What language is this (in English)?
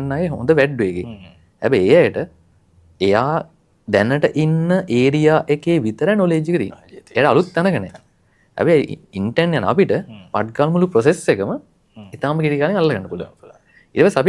Sinhala